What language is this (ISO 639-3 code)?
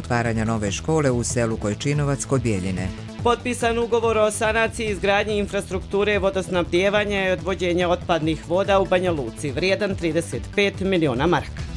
srp